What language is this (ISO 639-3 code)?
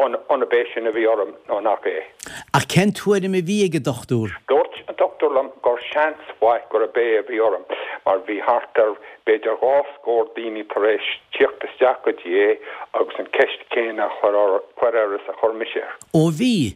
gle